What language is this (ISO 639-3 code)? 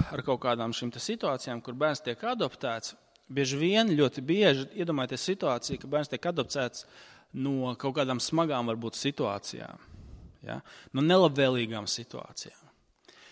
lav